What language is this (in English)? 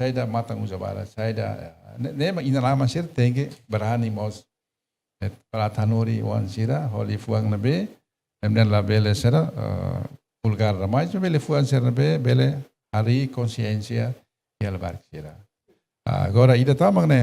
Tetum